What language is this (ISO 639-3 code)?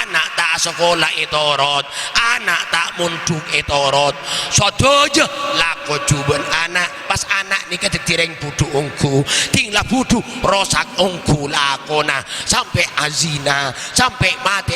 mad